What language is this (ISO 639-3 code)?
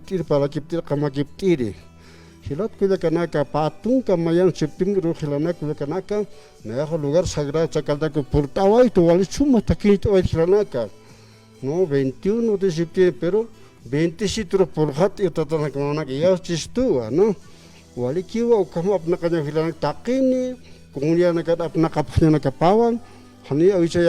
aym